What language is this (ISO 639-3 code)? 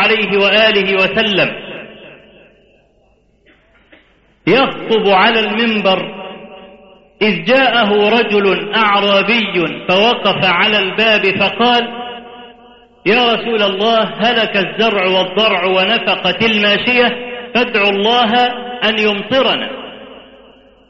ara